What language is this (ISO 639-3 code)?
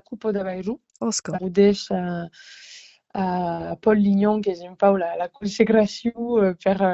oci